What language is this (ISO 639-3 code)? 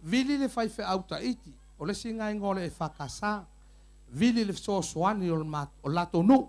smo